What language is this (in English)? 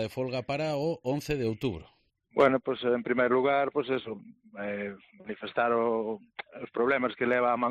Galician